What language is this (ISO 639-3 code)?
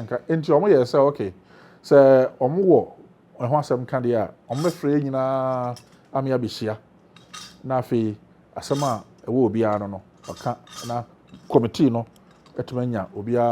aka